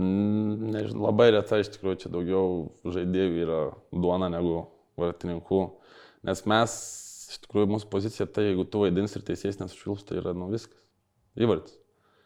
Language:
Lithuanian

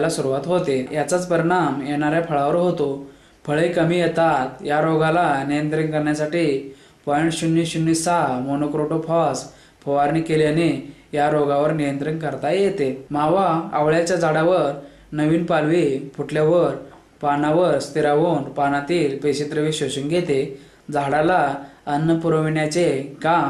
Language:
Marathi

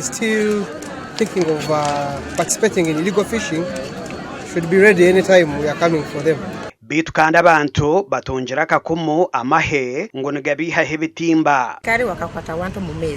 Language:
Nyankole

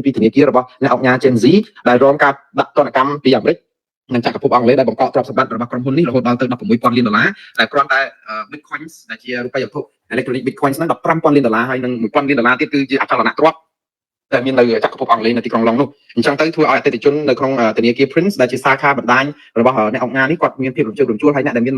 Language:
Khmer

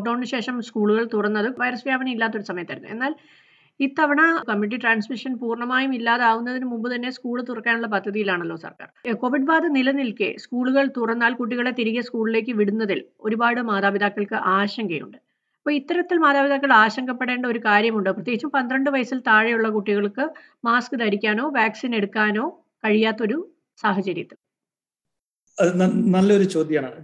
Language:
Malayalam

